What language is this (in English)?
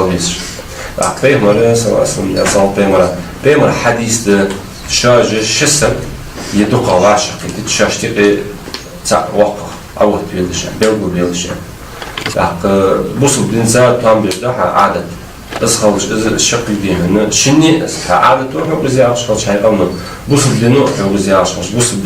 Ingush